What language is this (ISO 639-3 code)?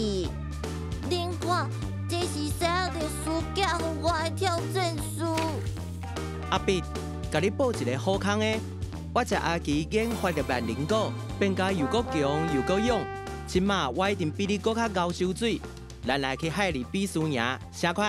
nan